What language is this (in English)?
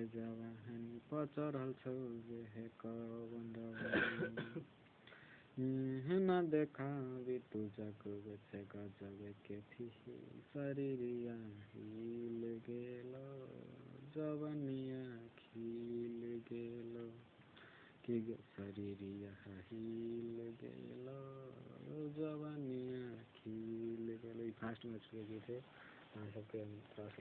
Maithili